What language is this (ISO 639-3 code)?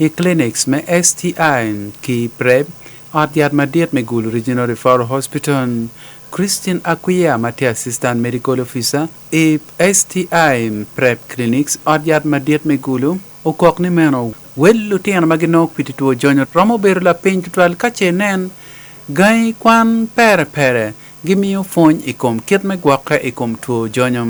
ach